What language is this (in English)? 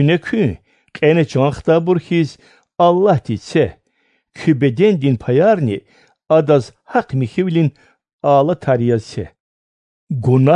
Lezghian